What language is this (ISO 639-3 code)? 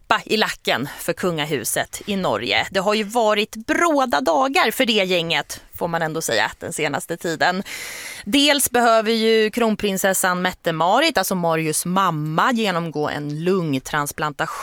swe